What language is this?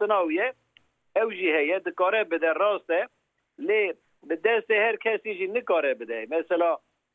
Kurdish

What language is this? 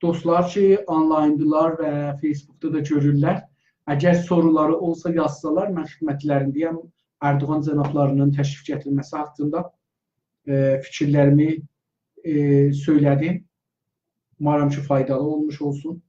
South Azerbaijani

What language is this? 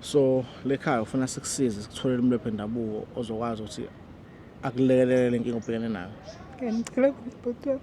Zulu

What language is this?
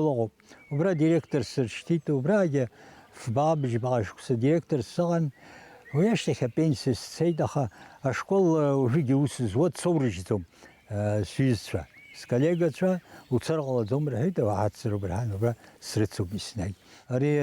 Abkhazian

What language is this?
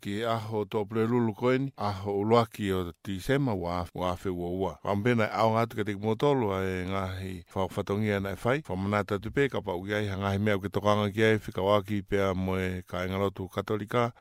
Tongan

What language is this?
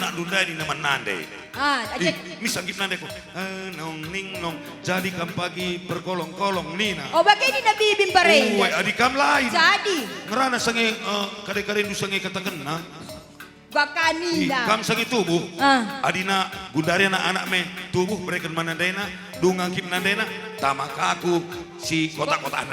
Batak Karo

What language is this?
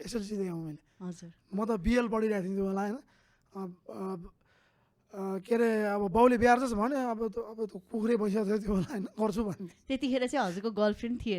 Nepali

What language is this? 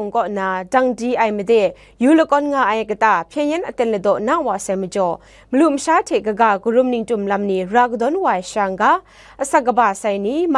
Kachin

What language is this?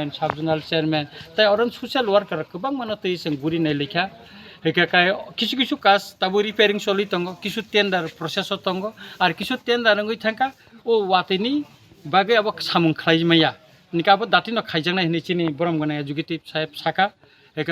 Kok Borok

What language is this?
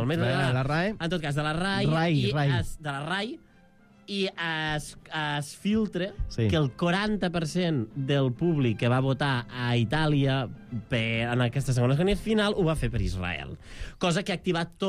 Catalan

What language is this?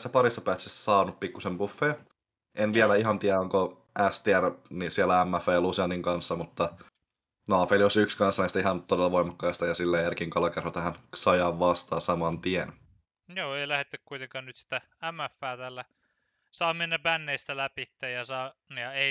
Finnish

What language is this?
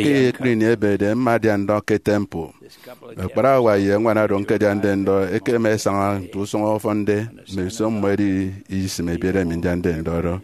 Efik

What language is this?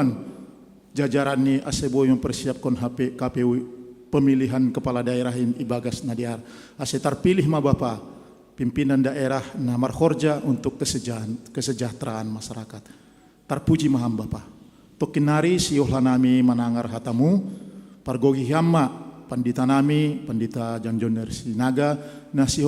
Batak Simalungun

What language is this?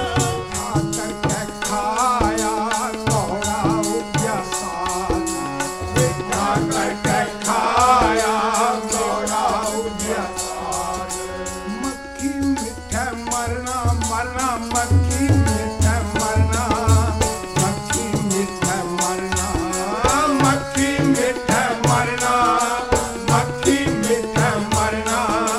Punjabi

